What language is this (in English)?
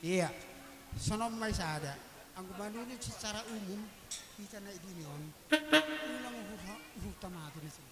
Batak Simalungun